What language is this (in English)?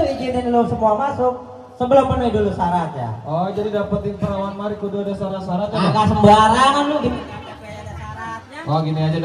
Betawi